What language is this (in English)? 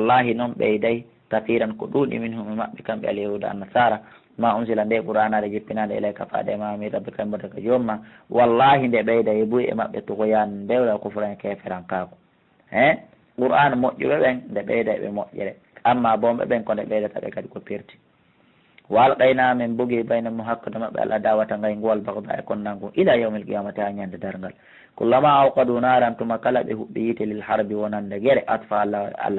Fula